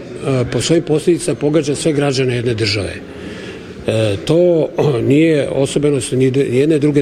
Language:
Serbian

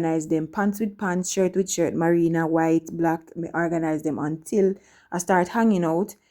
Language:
Jamaican Creole English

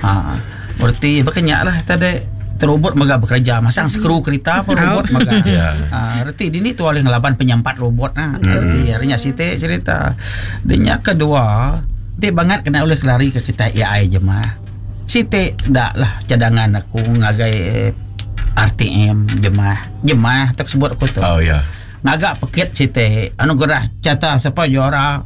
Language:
Iban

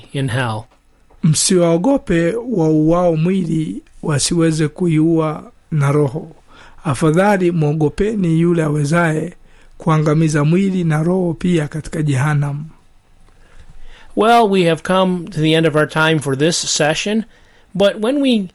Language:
Swahili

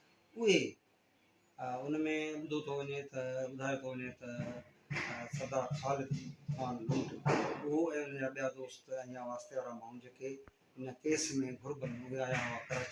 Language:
Sindhi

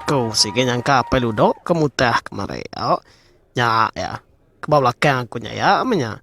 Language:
Iban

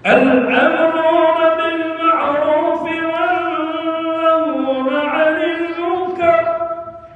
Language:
Maranao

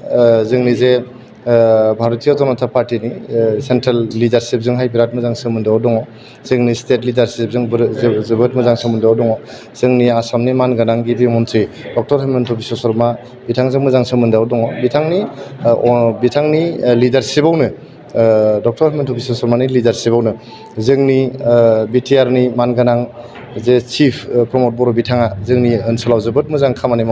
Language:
Bodo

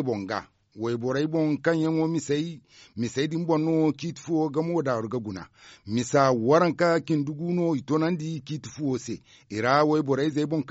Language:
Zarma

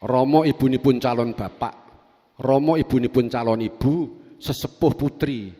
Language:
Javanese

